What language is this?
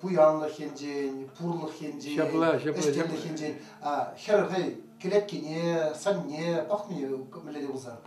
Chuvash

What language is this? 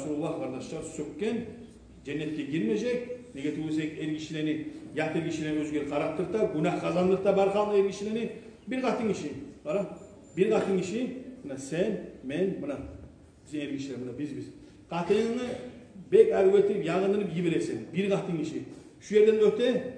Kumyk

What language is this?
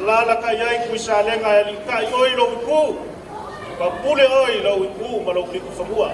Samoan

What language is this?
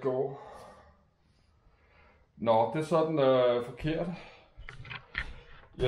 Danish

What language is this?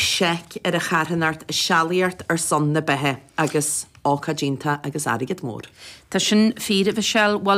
Irish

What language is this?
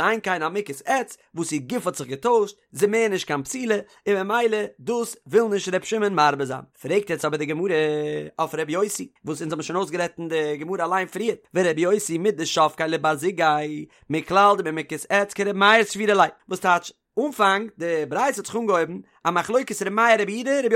Yiddish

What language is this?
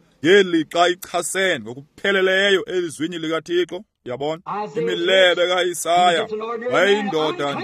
Xhosa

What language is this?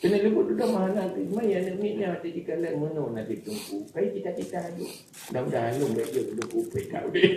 Achinese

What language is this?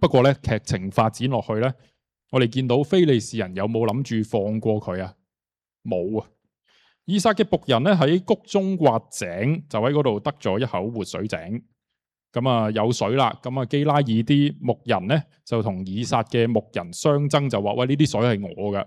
Cantonese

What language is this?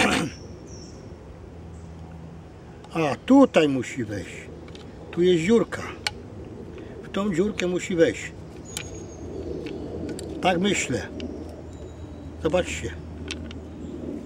Polish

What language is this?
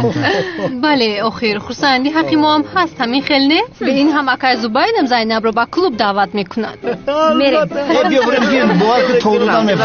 Tajik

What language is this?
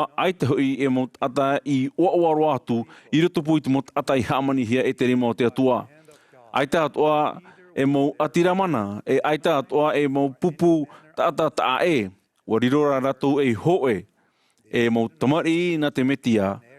Tahitian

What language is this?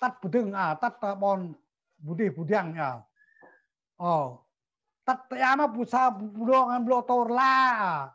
Central Mnong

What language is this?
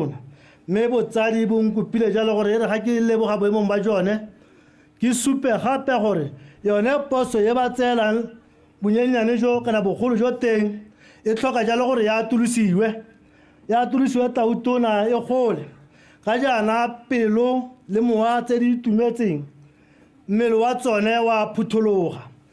Tswana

